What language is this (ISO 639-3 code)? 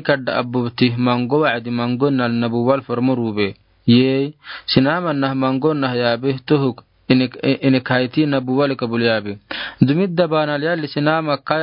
aar